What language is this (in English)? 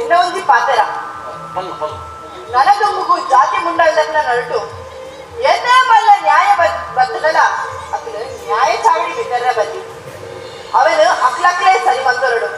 Tulu